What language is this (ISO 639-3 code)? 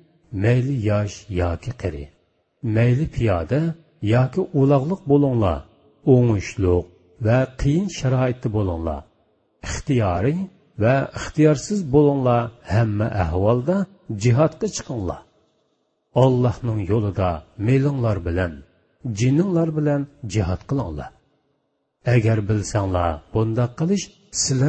uig